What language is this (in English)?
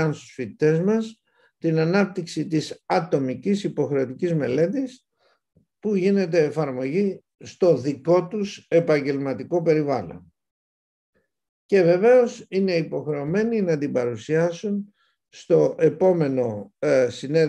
Greek